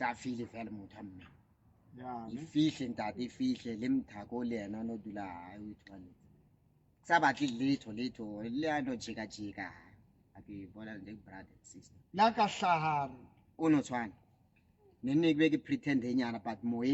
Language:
Southern Sotho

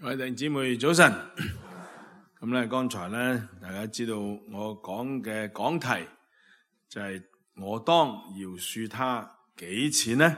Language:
Cantonese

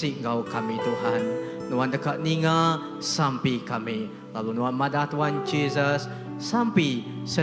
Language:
Iban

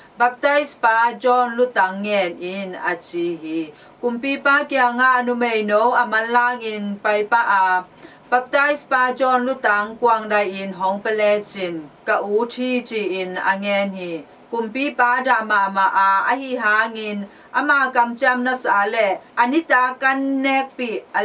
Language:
Tedim Chin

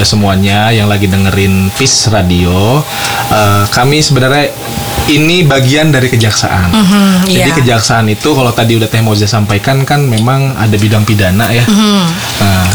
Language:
Indonesian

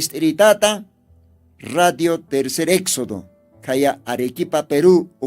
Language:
Aymara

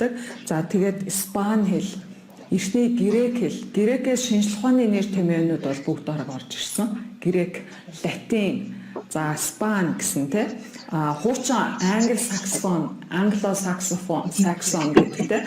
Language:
Mongolian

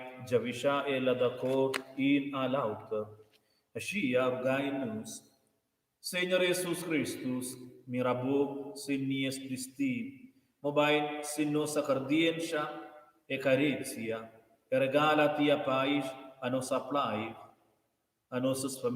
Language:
Romansh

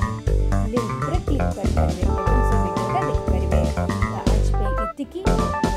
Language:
Odia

